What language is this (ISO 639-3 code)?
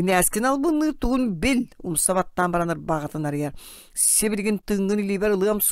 sah